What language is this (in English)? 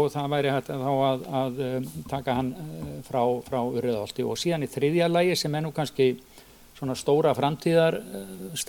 Icelandic